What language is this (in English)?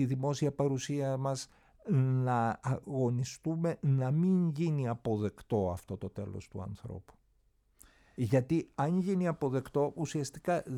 Greek